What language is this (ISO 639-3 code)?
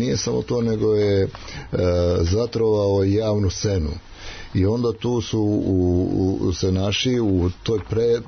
srp